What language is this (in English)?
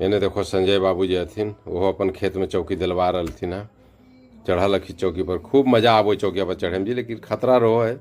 Magahi